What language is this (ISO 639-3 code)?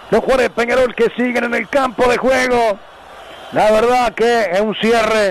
spa